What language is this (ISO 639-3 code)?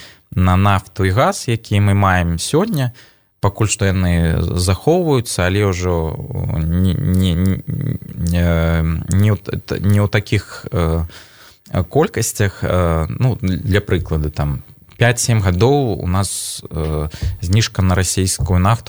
bel